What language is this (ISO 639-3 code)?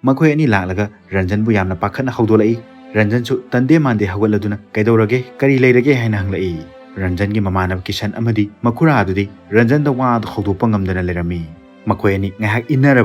mni